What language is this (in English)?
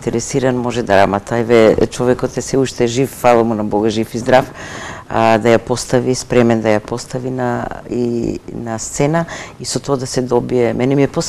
Macedonian